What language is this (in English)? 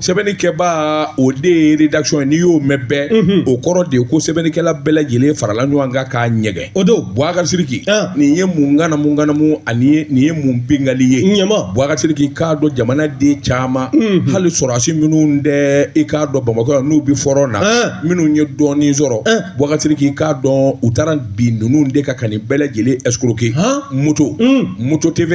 Bambara